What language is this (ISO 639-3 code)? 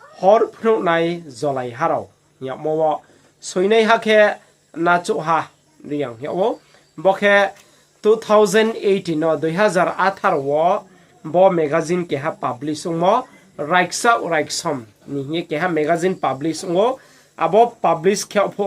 ria